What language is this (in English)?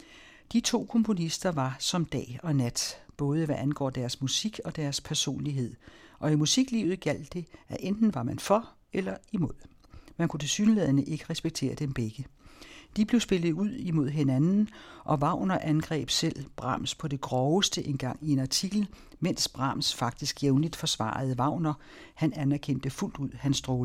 Danish